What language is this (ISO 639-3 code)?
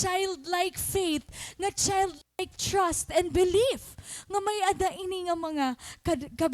war